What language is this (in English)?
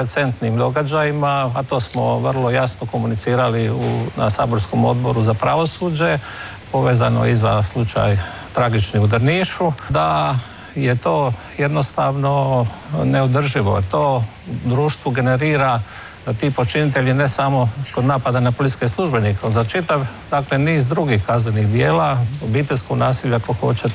Croatian